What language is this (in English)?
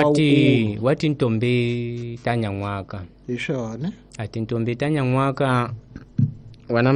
Tsonga